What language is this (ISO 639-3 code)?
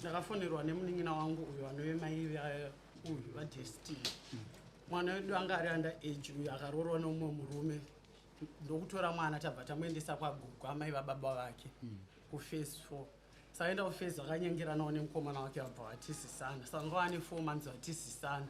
sna